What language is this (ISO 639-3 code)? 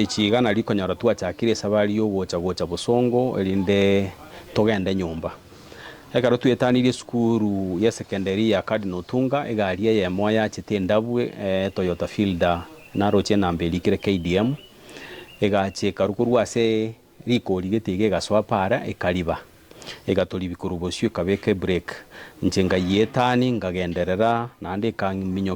guz